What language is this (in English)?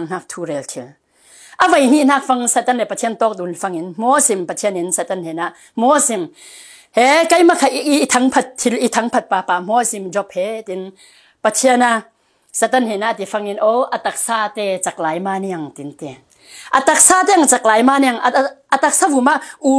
Falam Chin